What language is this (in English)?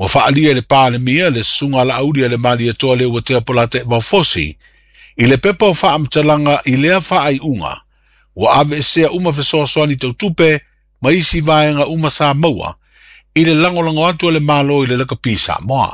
Samoan